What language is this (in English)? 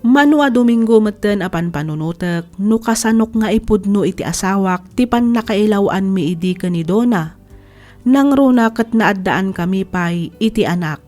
Iloko